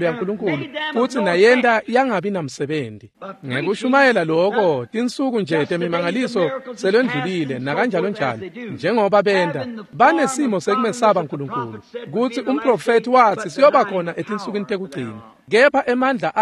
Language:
Swati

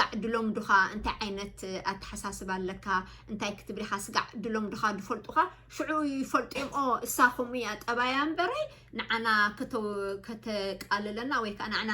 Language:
Tigrinya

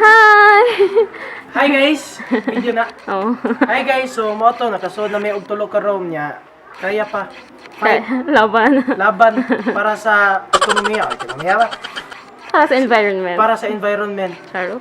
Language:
Cebuano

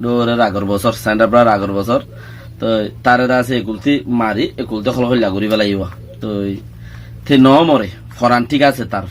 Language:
Rohingya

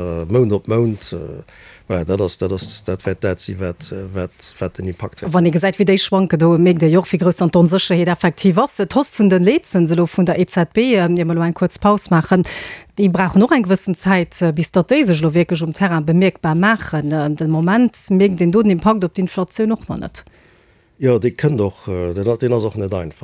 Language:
Luxembourgish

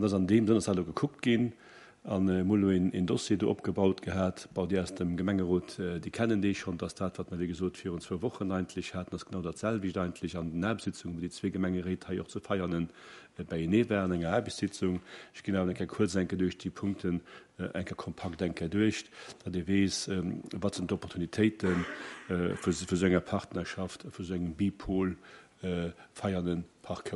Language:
Luxembourgish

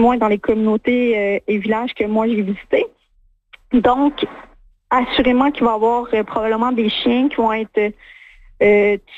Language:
French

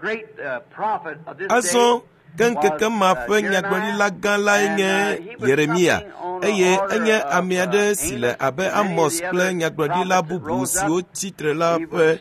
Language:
Ewe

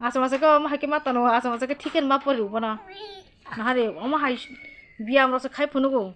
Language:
Kok Borok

